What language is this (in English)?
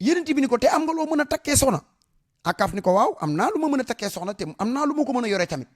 Wolof